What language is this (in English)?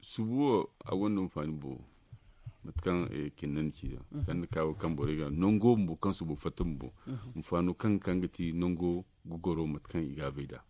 Zarma